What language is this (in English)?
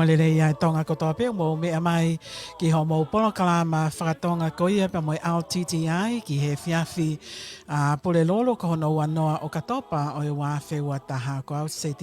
Tongan